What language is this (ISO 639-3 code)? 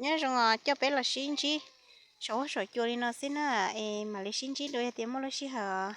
hmn